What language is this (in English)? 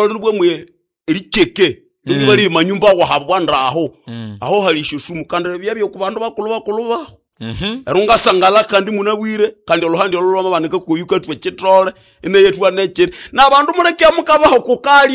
Nande